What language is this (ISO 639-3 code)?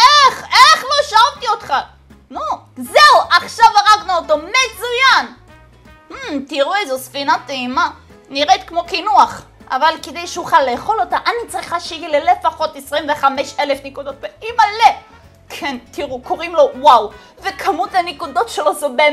heb